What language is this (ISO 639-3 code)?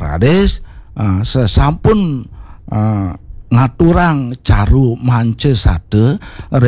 ban